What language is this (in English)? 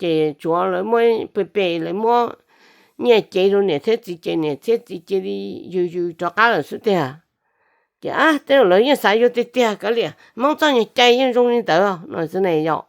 Hmong